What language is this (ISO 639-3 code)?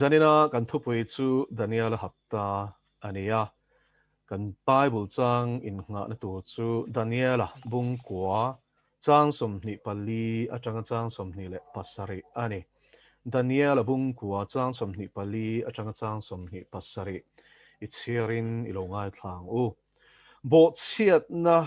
lus